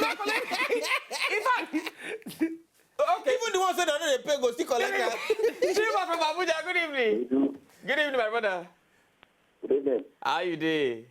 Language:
Nigerian Pidgin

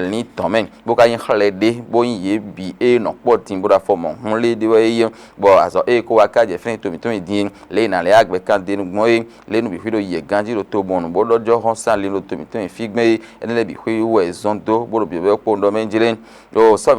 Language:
Fon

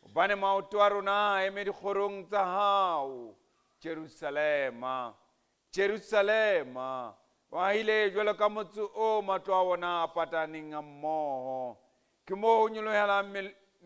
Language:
Southern Sotho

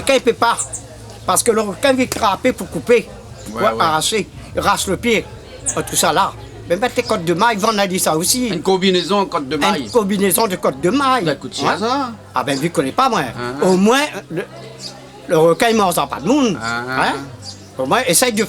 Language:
Réunion Creole French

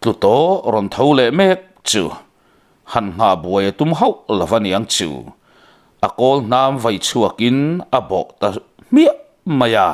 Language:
Mizo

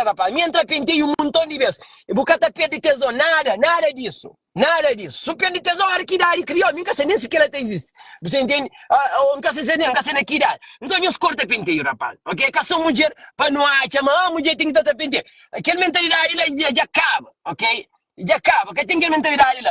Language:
Kabuverdianu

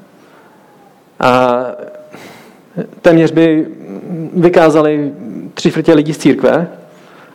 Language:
Czech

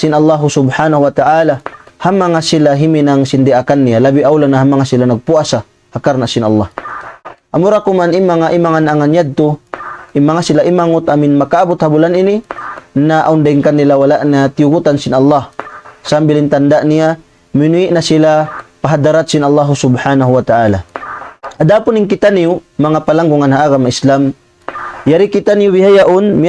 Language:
Tausug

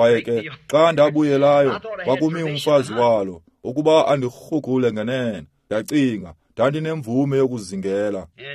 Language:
Xhosa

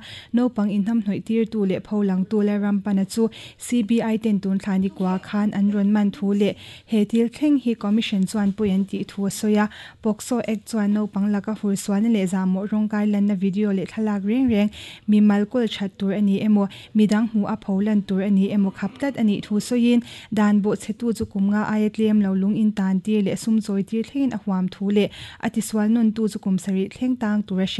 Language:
Mizo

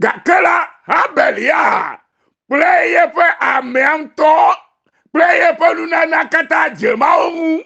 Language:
Ewe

